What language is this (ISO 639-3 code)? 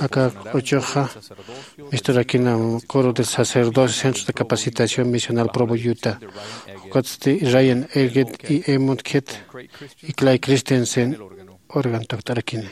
aym